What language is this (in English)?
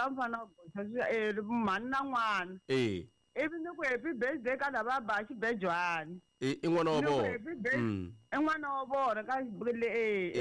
Tsonga